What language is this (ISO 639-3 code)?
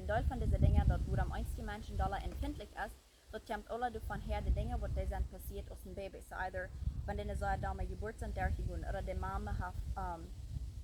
pdt